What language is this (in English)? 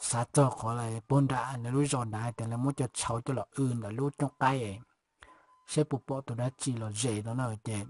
Hmong